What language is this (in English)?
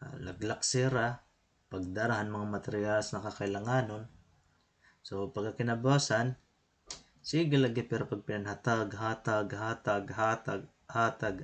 Waray